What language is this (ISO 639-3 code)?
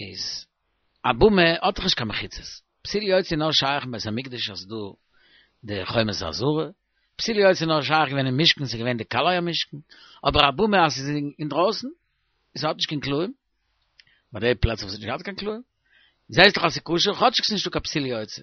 yid